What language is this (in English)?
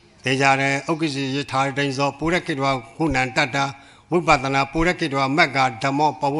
Burmese